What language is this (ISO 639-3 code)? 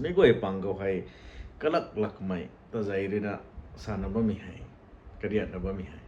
nbu